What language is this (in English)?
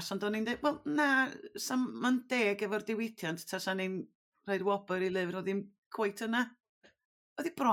Welsh